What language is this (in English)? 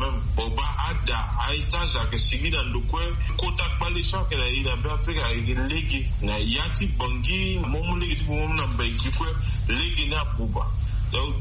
Sango